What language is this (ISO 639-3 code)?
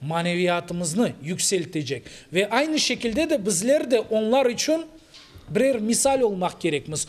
crh